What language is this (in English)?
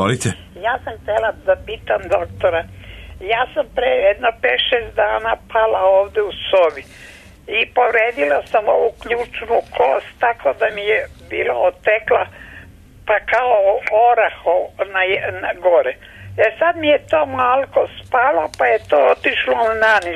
Serbian